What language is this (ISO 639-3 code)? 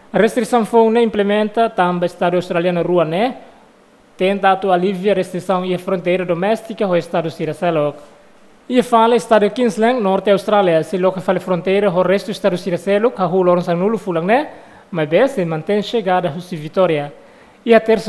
tet